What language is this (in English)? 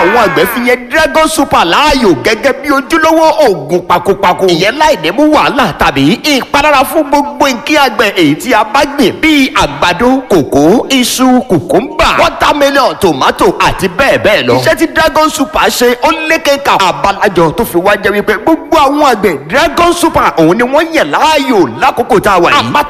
Yoruba